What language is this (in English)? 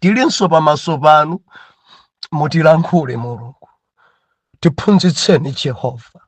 Nyanja